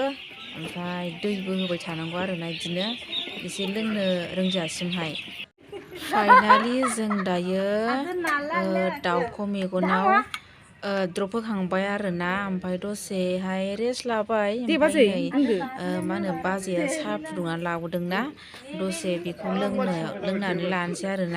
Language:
Bodo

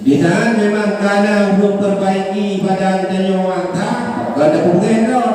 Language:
Achinese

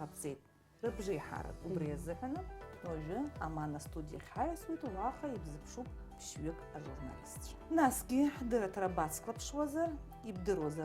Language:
Abkhazian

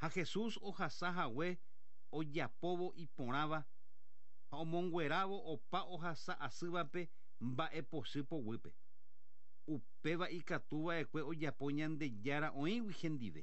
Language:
Guarani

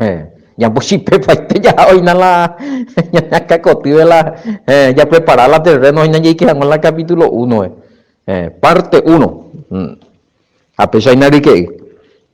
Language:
Guarani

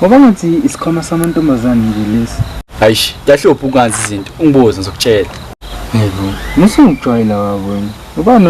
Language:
Zulu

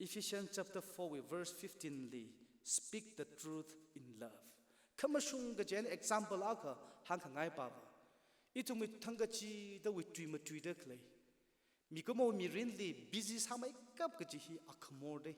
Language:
Tangkhul Naga (India)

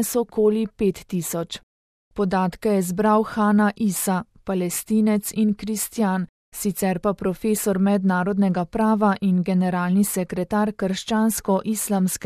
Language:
Slovenian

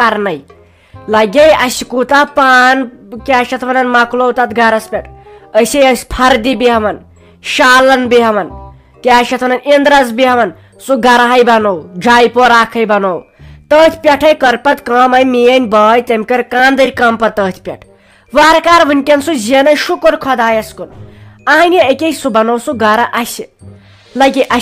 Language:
Kashmiri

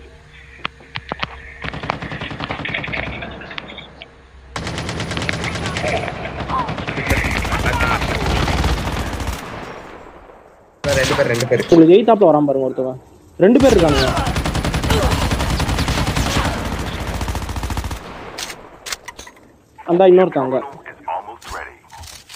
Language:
Tamil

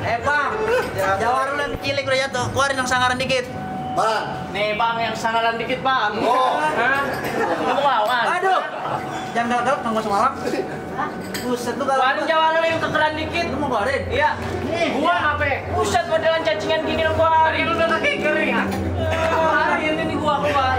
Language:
Betawi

